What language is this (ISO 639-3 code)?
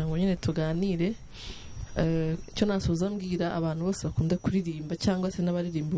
kin